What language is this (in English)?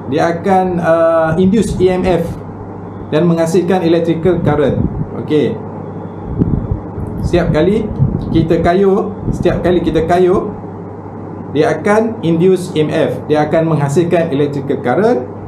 Malay